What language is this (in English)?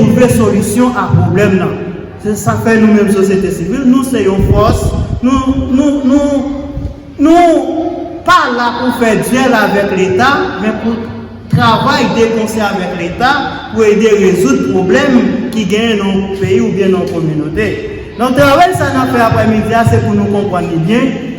Haitian Creole